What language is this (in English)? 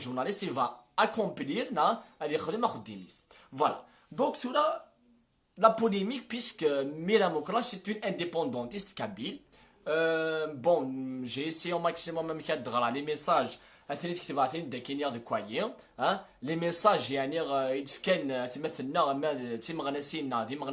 Kabyle